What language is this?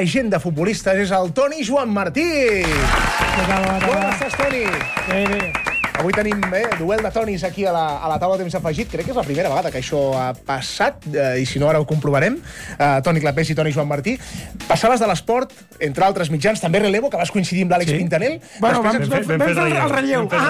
Catalan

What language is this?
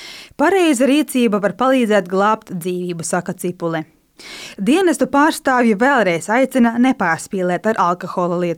Latvian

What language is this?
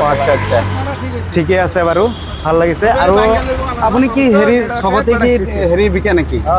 Assamese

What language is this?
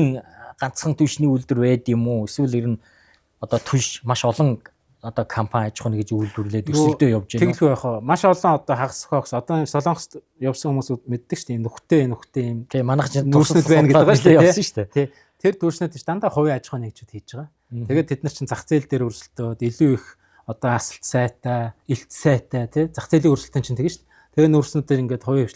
Mongolian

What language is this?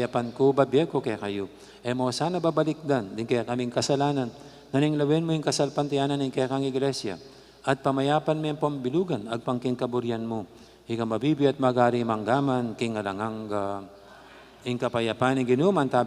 Pampanga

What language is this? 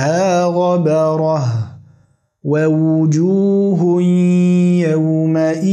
Arabic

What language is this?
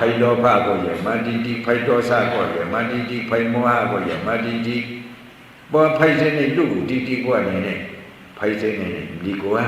Shan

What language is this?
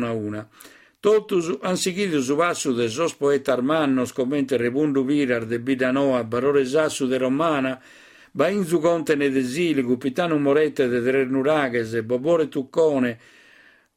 Sardinian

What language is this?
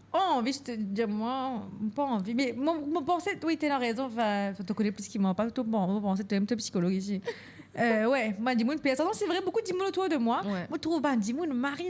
Morisyen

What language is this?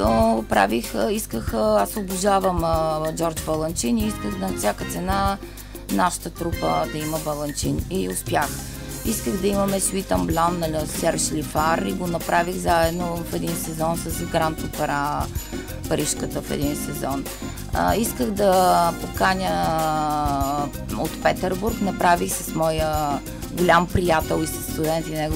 Bulgarian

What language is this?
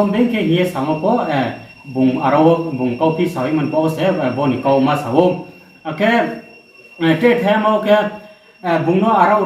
Riang (India)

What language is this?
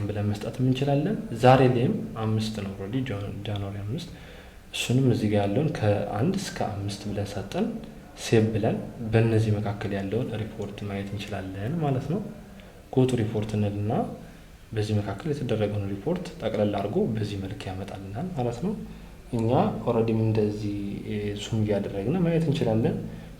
Amharic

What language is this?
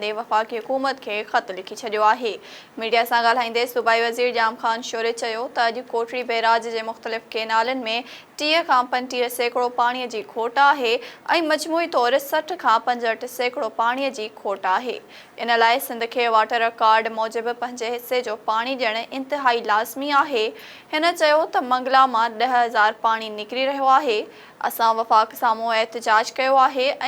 Sindhi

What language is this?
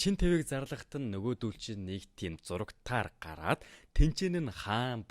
Mongolian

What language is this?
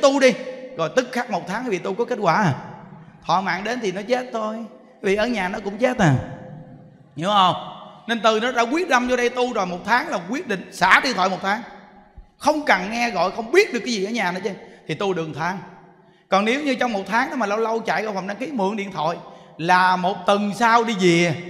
Vietnamese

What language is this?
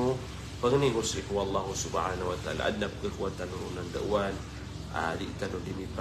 Maranao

